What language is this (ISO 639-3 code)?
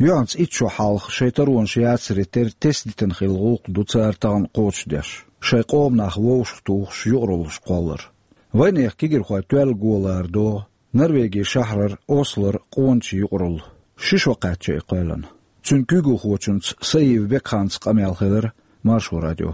che